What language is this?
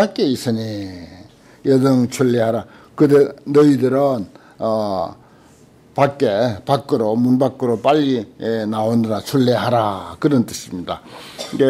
Korean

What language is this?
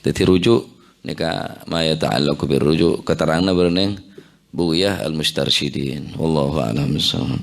Madurese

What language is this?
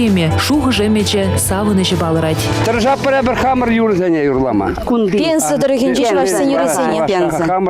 Chuvash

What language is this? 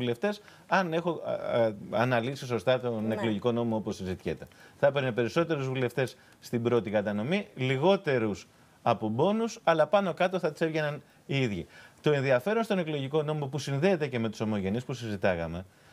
Greek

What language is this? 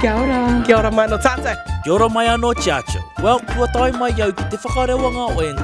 Māori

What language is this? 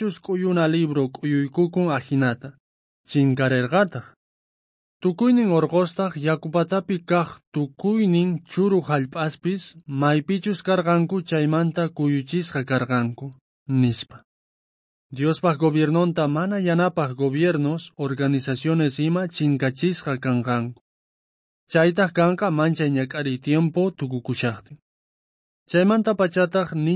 South Bolivian Quechua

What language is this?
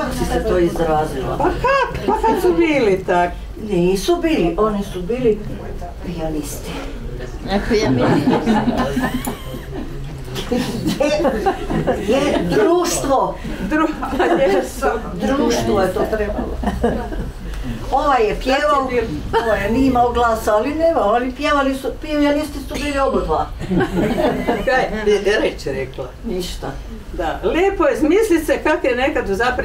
Croatian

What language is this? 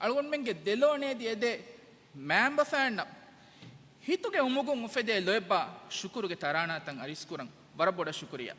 Divehi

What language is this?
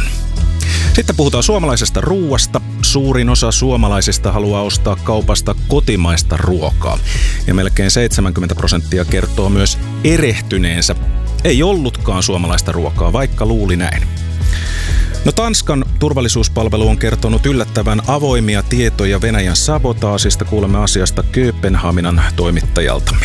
Finnish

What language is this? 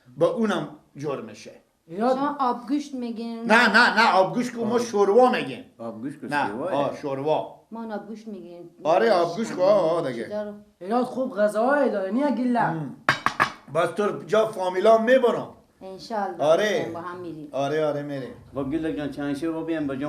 Persian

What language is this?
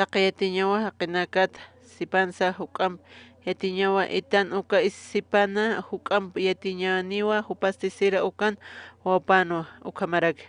Aymara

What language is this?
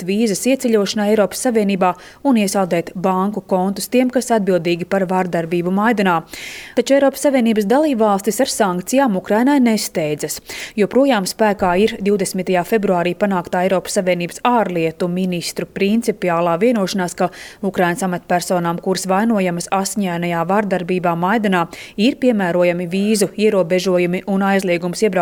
Latvian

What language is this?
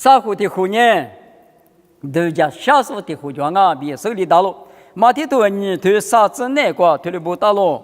Lisu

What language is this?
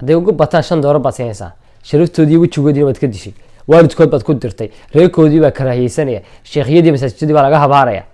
Somali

